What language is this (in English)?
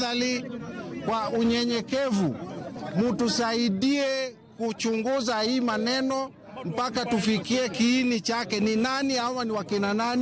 Luo (Kenya and Tanzania)